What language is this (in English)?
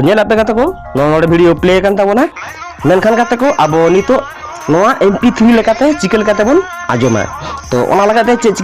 Santali